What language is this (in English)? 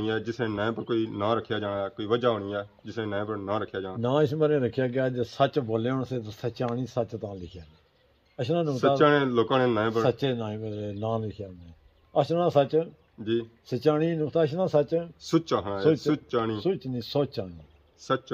Pahari-Potwari